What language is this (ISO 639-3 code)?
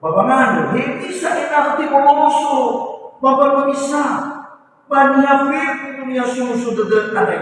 nia